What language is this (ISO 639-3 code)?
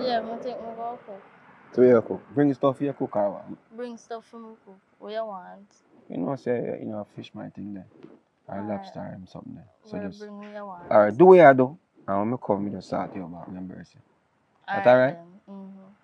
jam